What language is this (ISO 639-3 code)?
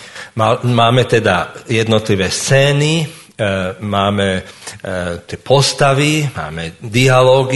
slk